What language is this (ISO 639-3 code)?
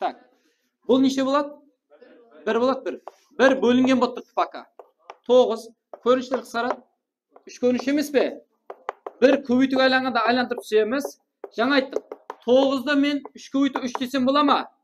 kaa